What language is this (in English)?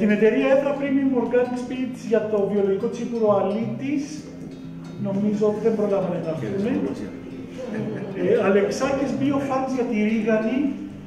Greek